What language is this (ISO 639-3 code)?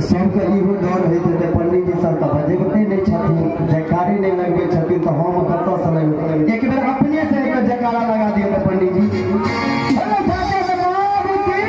mai